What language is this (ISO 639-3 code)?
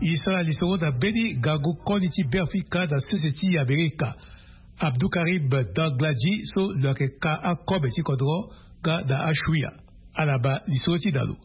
sag